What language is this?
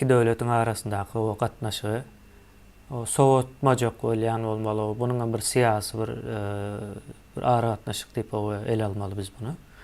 Turkmen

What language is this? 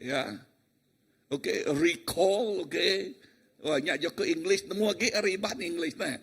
Iban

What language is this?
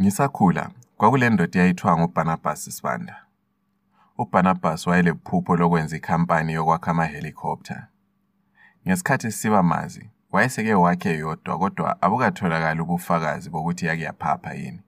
North Ndebele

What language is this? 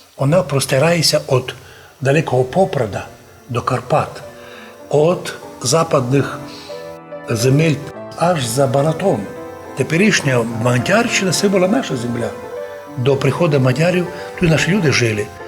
Rusyn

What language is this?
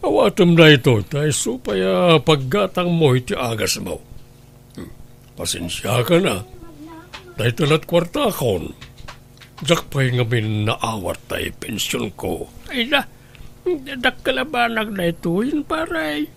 Iloko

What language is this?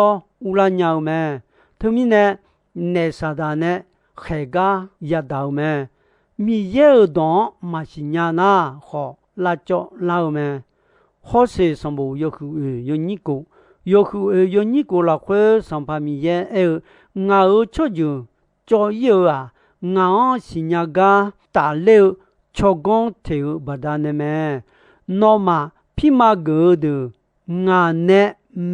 Akha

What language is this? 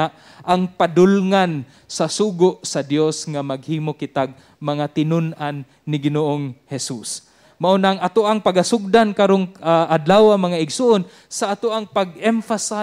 Cebuano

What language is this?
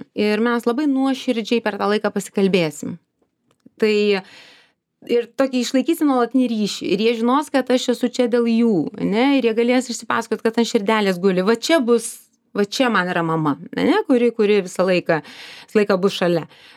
Lithuanian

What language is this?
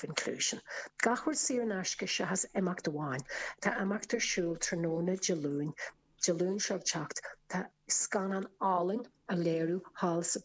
Irish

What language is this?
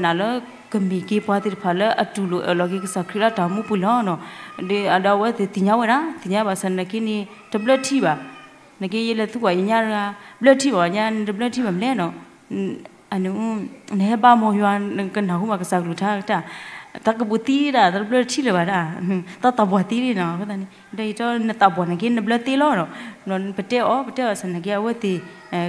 S'gaw Karen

